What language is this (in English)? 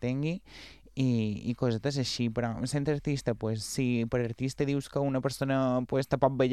Catalan